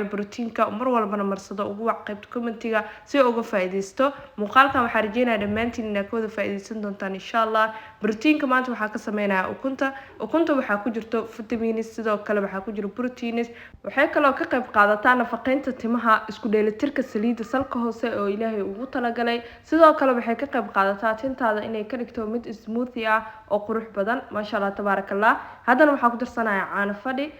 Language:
Somali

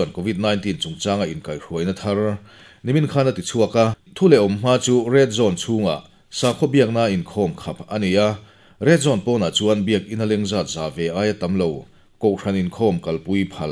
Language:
Mizo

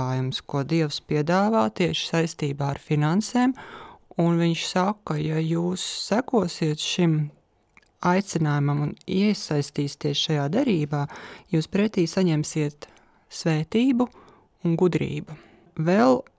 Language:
Latvian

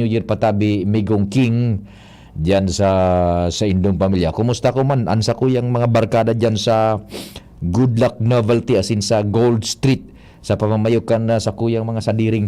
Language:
Bikol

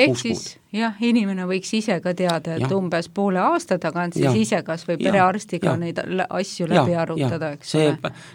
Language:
Estonian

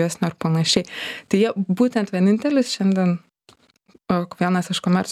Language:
Lithuanian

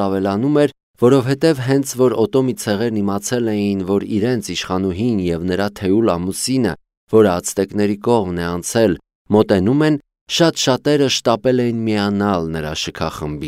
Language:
Armenian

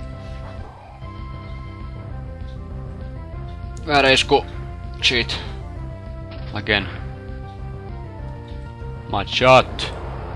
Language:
Finnish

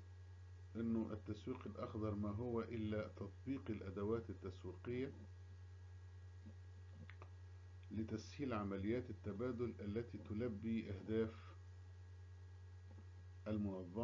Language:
Egyptian Arabic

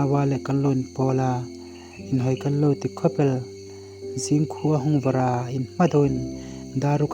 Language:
Hmar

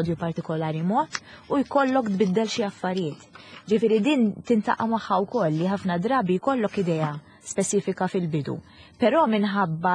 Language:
Maltese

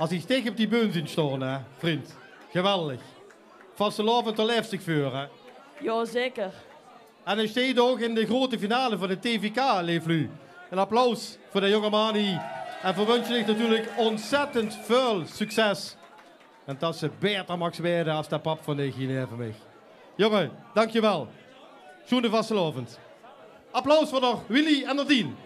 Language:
Limburgish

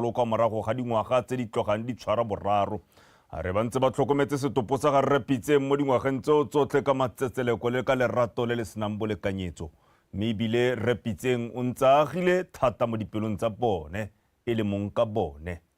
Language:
Tswana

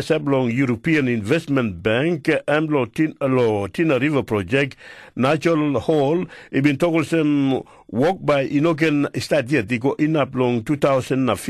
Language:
Tok Pisin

